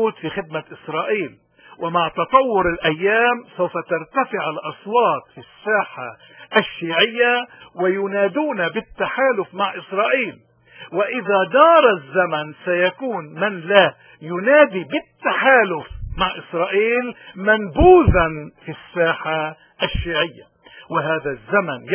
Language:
North Levantine Arabic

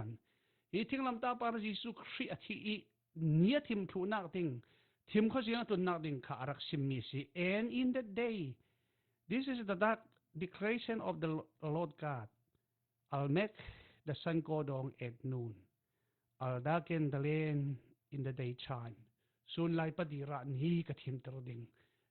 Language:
Falam Chin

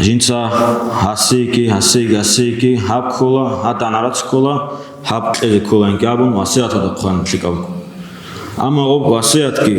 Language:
Avaric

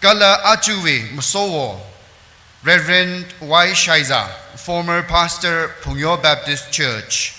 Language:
Tangkhul Naga (India)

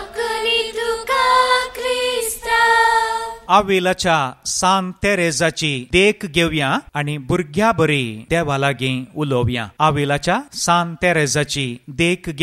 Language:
Konkani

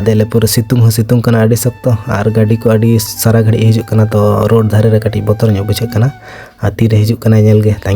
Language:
Santali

